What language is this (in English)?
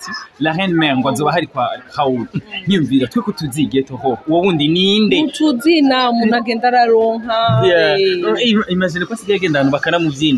Rundi